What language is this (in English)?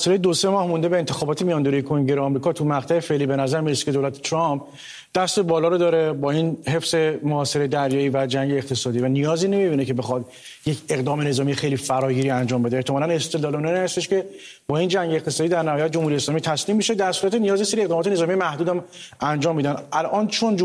Persian